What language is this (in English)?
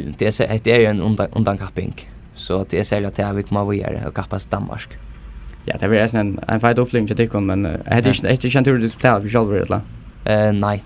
Faroese